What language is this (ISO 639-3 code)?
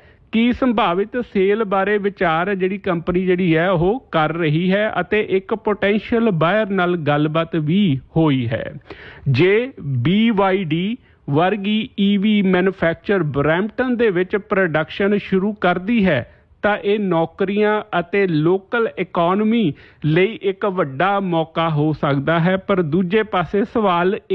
pan